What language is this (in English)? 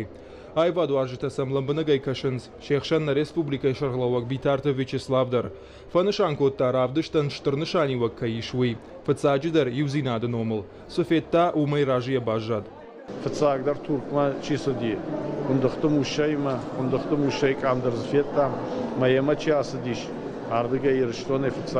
Ossetic